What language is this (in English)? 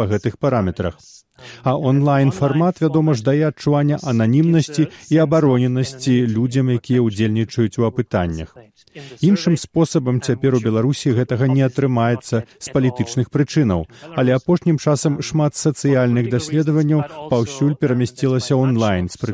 Belarusian